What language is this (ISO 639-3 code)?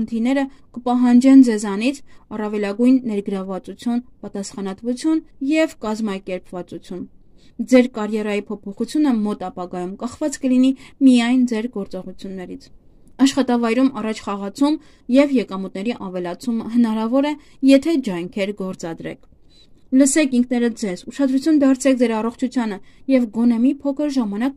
hye